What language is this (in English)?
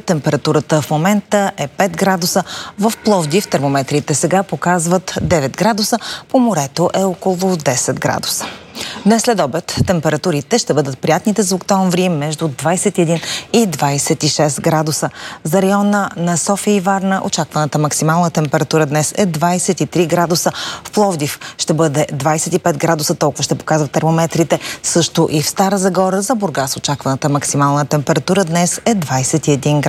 Bulgarian